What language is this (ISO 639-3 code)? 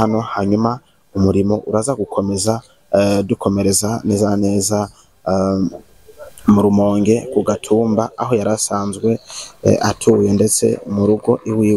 run